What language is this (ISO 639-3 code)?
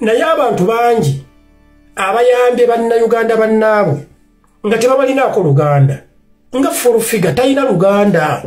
lug